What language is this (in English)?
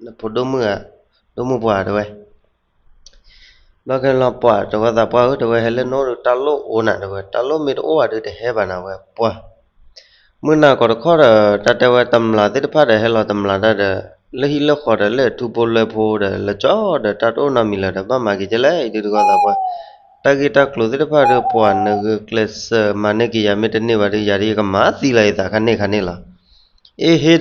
S'gaw Karen